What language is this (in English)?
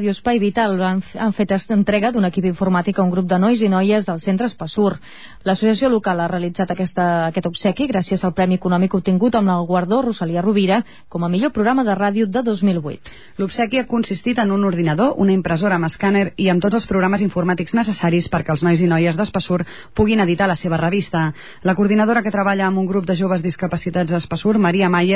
Catalan